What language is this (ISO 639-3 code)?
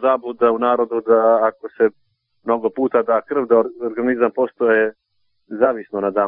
srp